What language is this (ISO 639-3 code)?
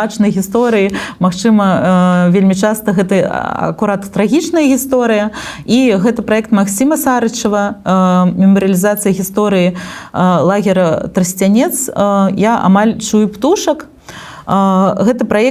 bel